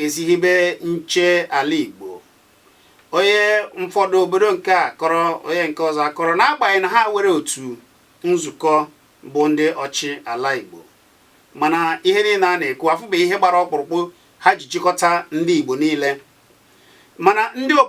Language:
Igbo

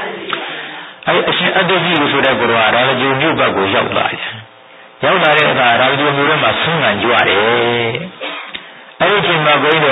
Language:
Burmese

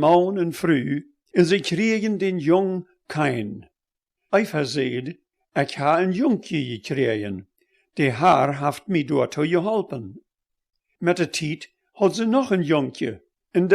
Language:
Plautdietsch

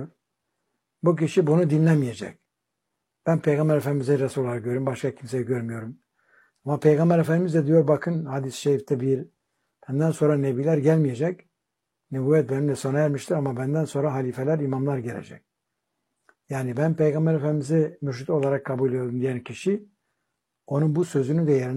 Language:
Turkish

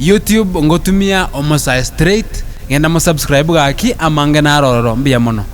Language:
Gusii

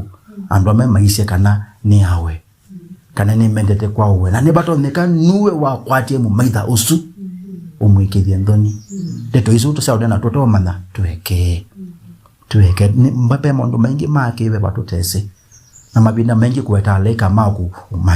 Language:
Kamba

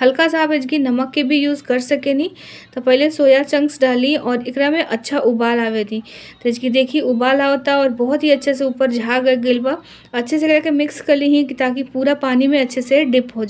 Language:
Bhojpuri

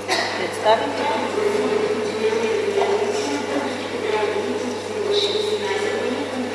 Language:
Bulgarian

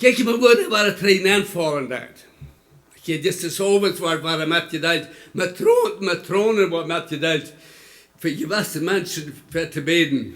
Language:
Plautdietsch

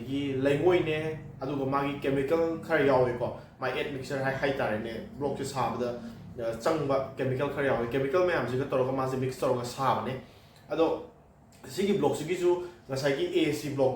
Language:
Manipuri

